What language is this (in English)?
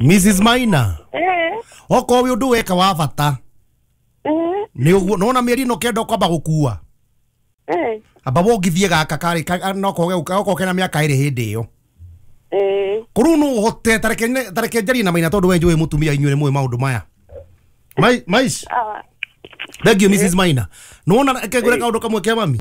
Kikuyu